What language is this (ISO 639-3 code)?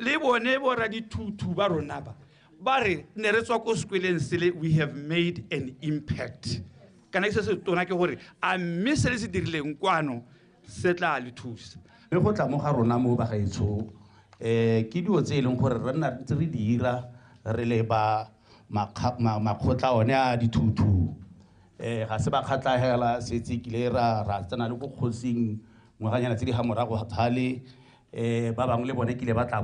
tsn